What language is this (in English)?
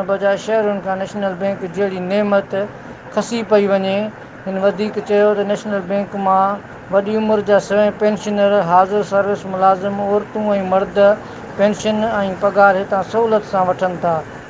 Sindhi